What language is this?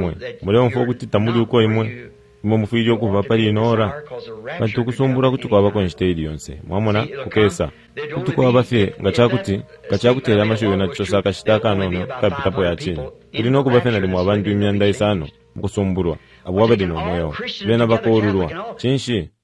Bemba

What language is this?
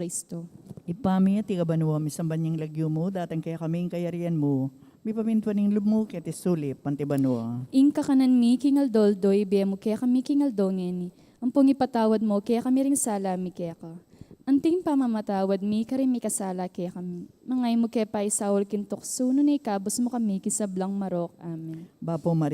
Pampanga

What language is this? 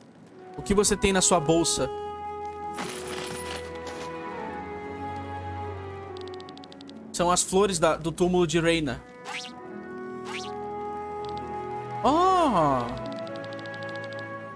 Portuguese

